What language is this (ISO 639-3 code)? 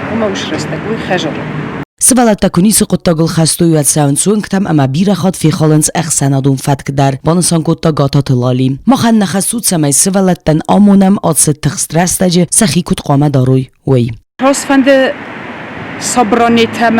oss